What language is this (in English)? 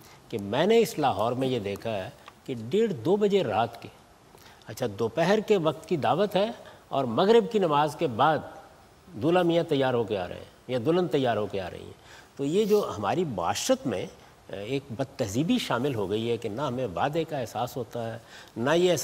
Urdu